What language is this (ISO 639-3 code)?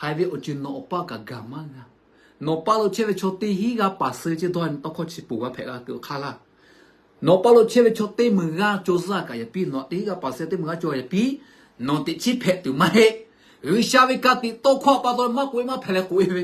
lhu